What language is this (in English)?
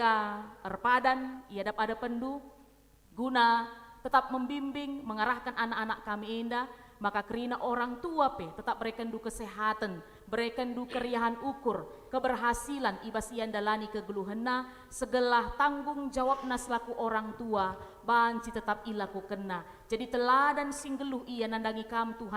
Batak Karo